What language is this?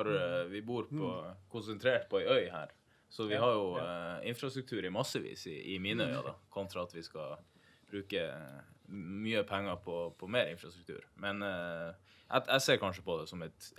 Norwegian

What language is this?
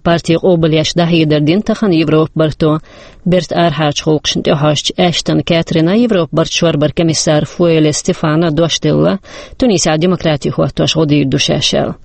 Chechen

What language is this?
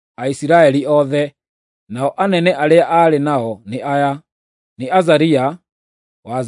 Kikuyu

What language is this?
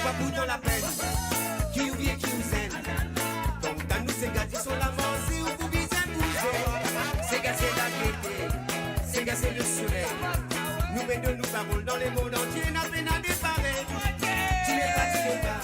Morisyen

